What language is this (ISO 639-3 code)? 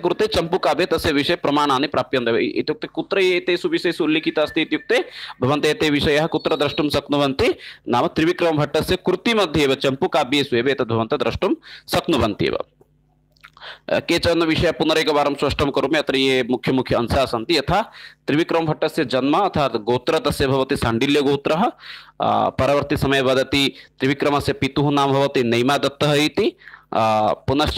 san